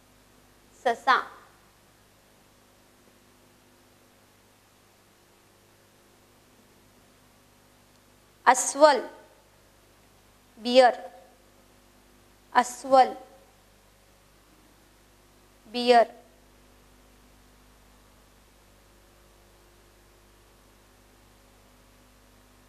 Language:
Marathi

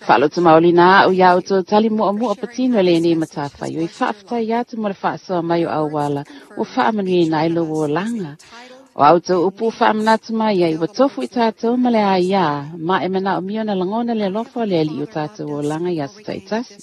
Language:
Samoan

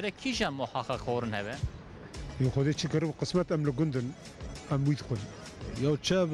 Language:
Kurdish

